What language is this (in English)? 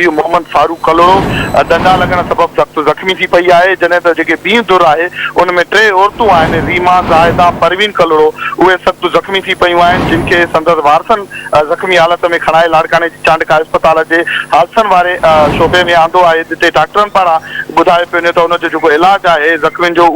Sindhi